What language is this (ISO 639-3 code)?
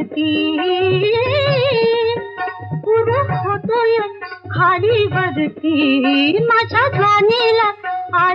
mar